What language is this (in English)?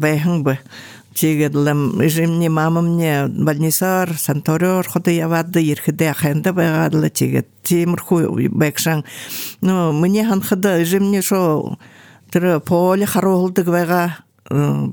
Buriat